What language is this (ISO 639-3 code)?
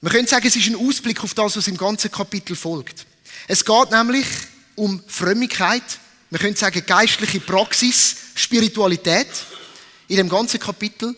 gsw